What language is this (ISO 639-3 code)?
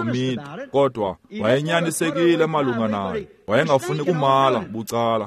xho